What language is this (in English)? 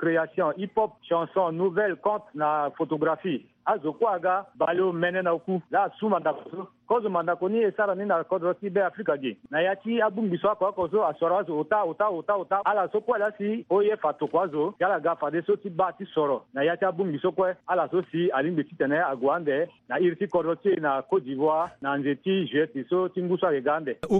Sango